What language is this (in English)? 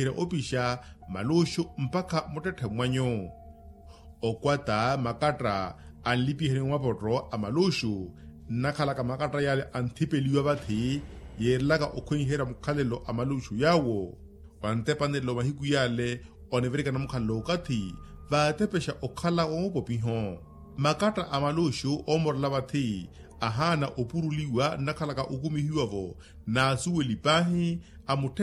Makhuwa